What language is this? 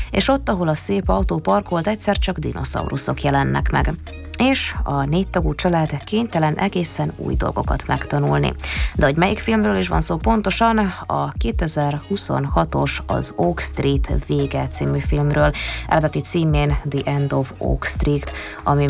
Hungarian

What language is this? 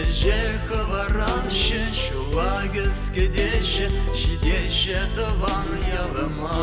Chuvash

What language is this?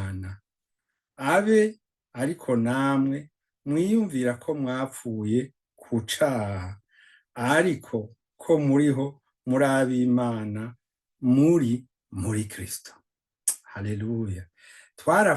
Rundi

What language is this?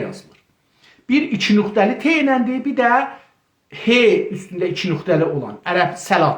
South Azerbaijani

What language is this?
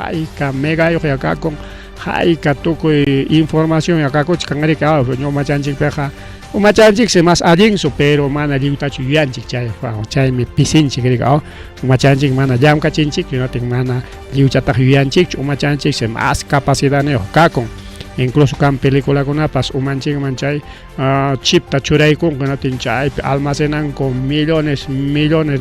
Ayacucho Quechua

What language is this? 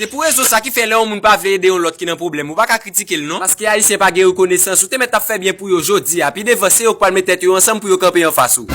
Haitian Creole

